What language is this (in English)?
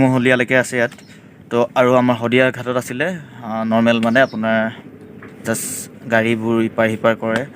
Assamese